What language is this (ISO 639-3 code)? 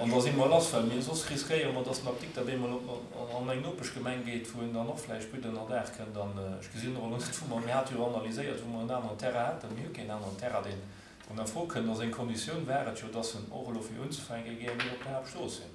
ltz